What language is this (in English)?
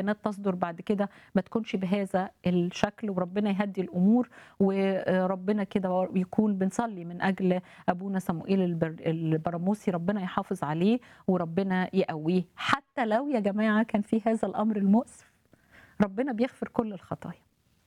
Egyptian Arabic